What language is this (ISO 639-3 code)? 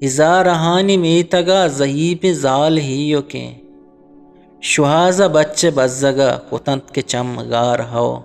bgp